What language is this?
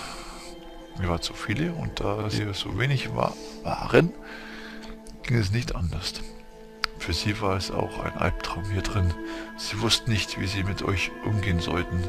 German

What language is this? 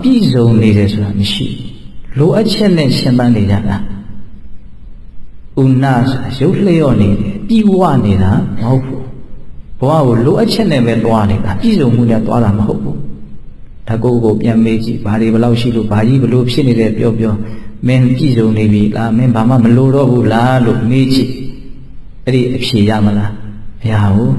Burmese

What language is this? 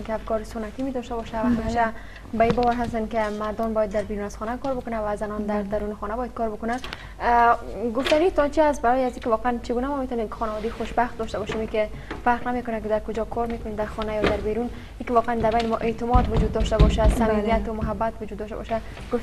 Persian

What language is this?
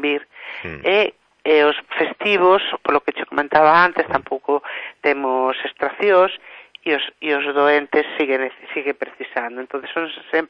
Galician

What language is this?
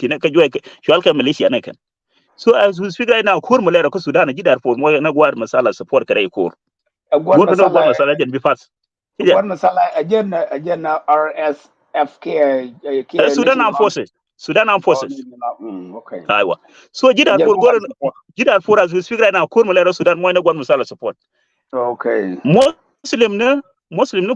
Nuer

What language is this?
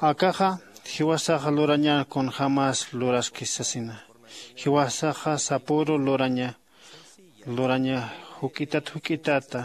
Aymara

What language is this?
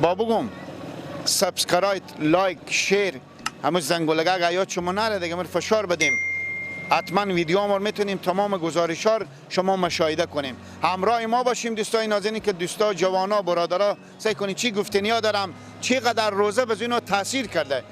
Persian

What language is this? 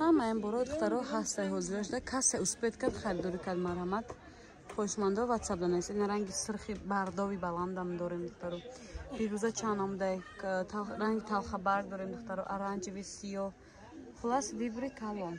Tajik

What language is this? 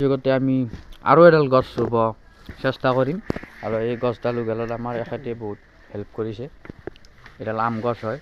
Assamese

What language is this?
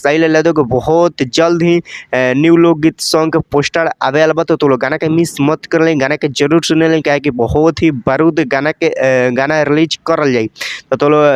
Bhojpuri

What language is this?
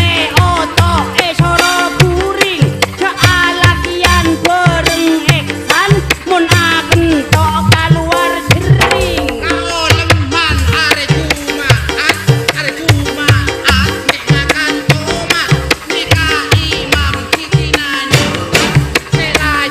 Madurese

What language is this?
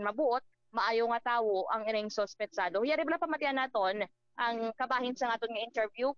Hiligaynon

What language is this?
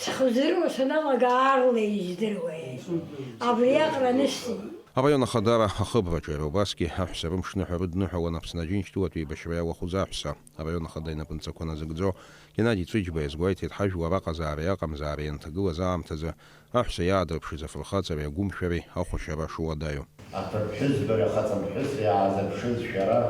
Abkhazian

